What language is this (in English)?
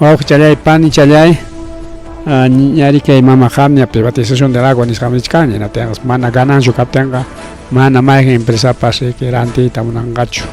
Ayacucho Quechua